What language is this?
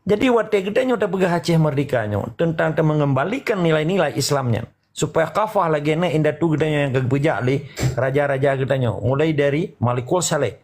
Achinese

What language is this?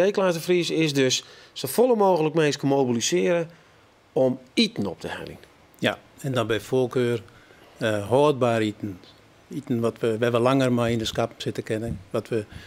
Western Frisian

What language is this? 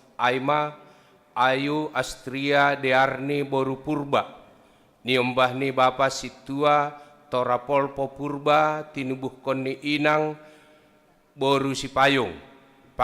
Batak Simalungun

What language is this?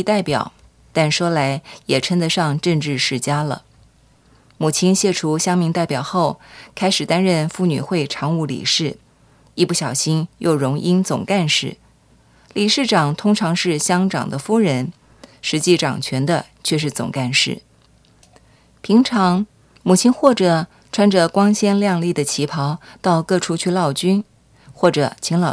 Chinese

